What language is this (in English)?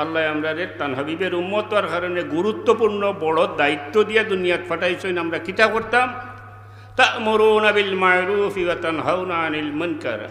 Sylheti